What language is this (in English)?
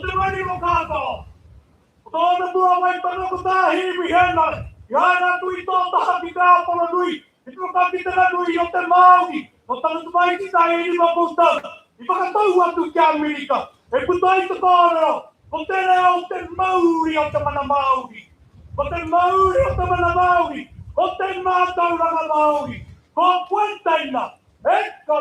Māori